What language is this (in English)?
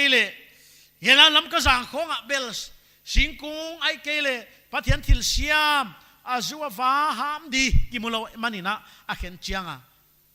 Paite Chin